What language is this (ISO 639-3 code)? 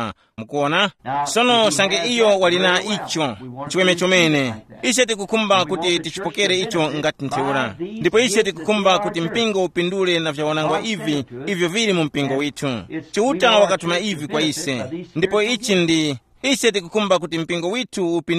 tum